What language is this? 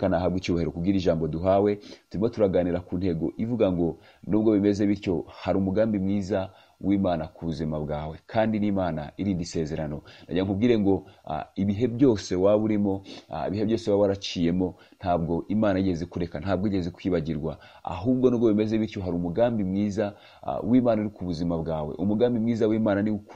Kinyarwanda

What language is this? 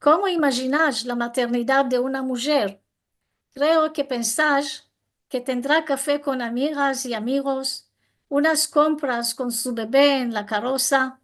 Ladino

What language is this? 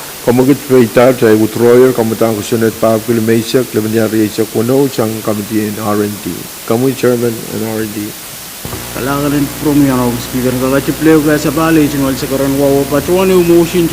Pohnpeian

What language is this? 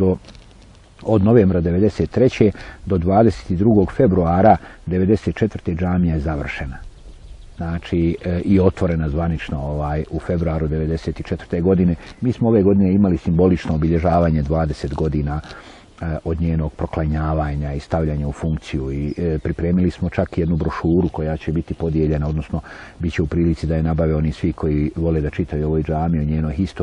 Bosnian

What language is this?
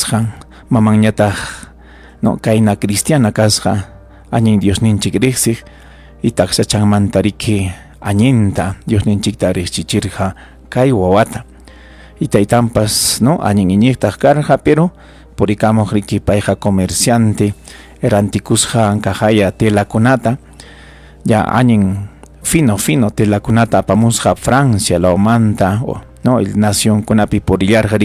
Ayacucho Quechua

